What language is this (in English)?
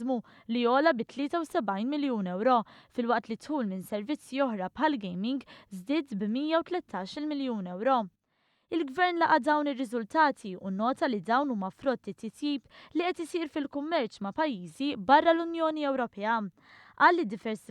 Maltese